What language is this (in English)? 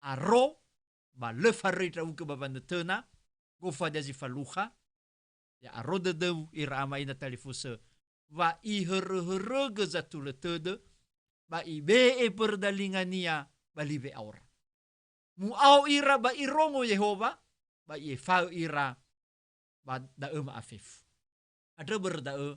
Nias